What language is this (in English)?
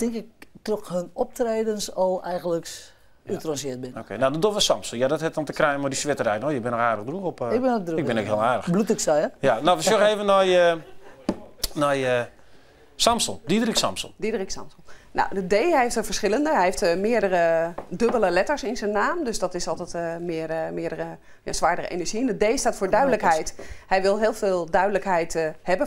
Western Frisian